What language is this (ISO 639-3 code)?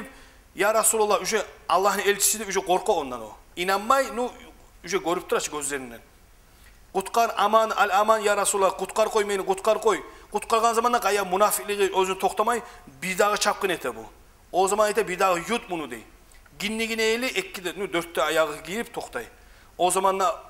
kum